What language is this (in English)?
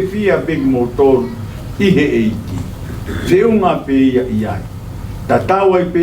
Tongan